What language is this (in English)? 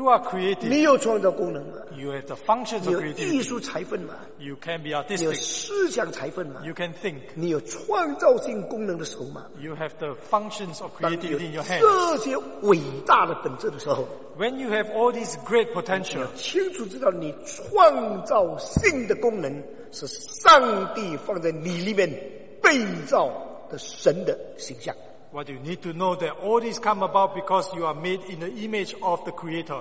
Chinese